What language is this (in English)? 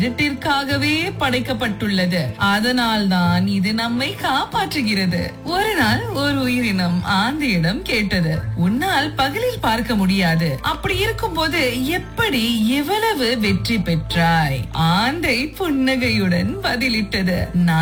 Tamil